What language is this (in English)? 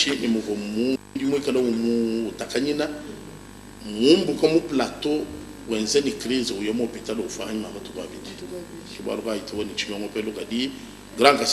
Luba-Lulua